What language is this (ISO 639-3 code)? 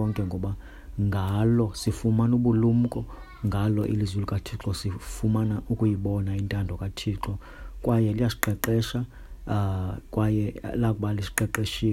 xho